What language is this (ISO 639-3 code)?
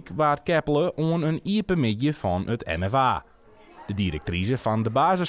fry